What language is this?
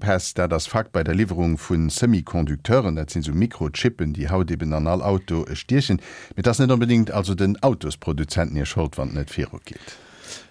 Luxembourgish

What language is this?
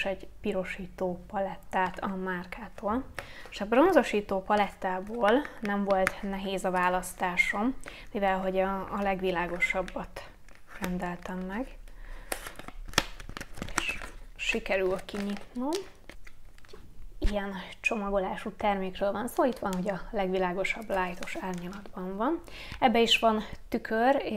Hungarian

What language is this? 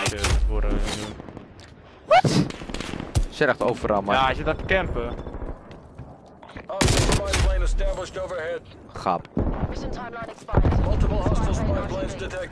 Dutch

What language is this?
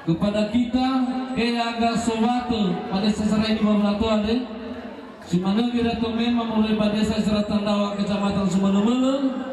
Nias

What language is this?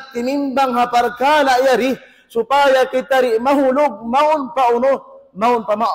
Tausug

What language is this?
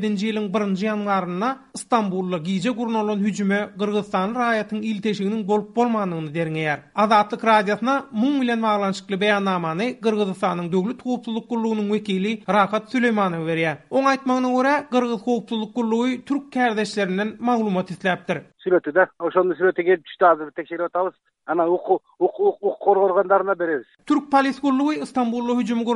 Turkmen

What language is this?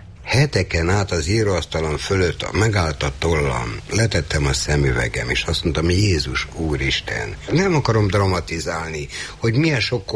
Hungarian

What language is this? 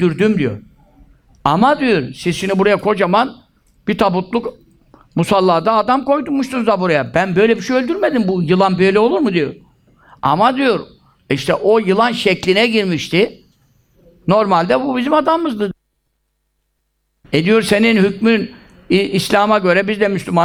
Turkish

